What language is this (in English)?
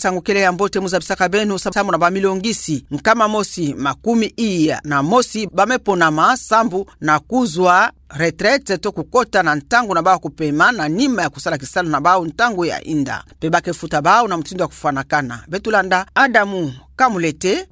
Kituba (Democratic Republic of Congo)